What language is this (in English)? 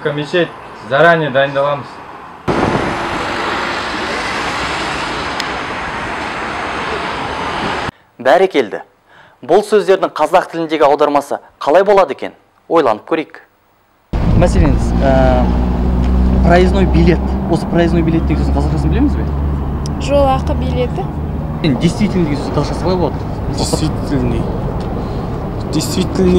Kazakh